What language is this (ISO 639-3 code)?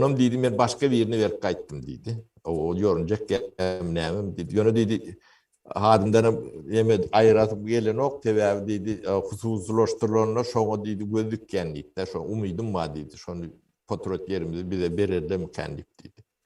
tuk